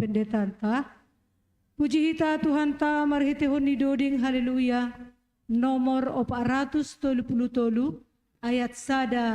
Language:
Batak Simalungun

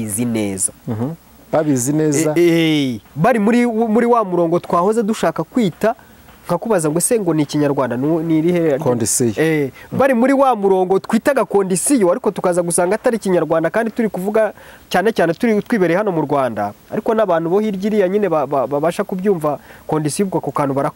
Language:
Kinyarwanda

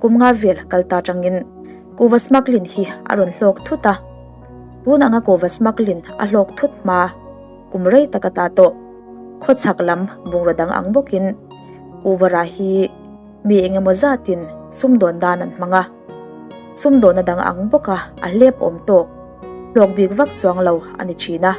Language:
Mizo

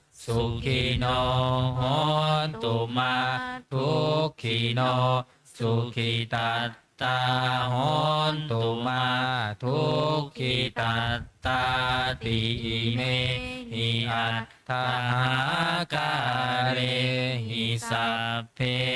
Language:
Pali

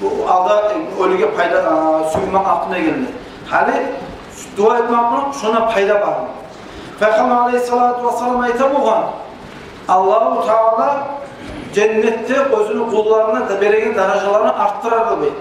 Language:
Kumyk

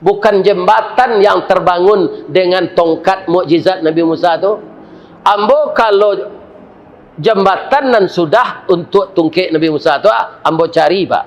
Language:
Minangkabau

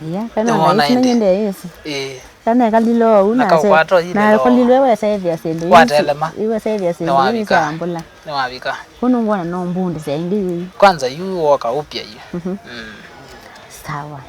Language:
Kamba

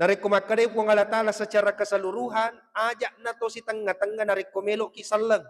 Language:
Buginese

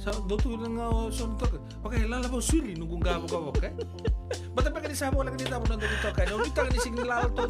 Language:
Fijian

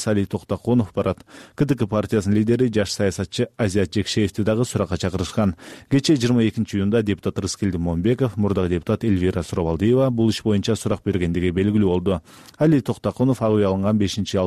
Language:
Kyrgyz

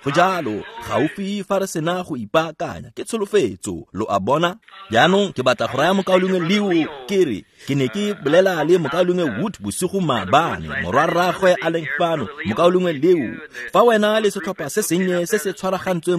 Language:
Tswana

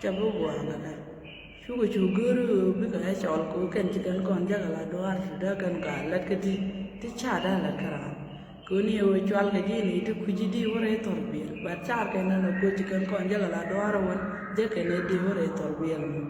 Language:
Nuer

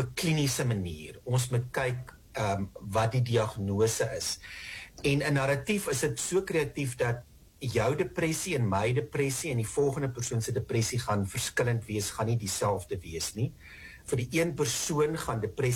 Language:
Afrikaans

